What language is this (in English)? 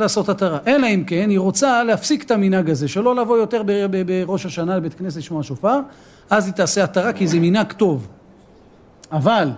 Hebrew